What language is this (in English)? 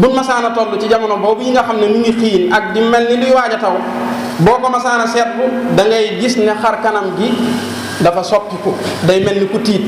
Wolof